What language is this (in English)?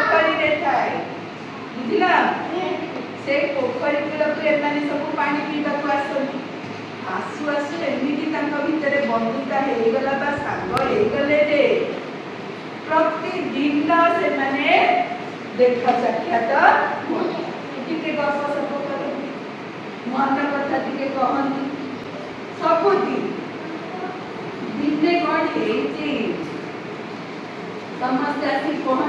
Odia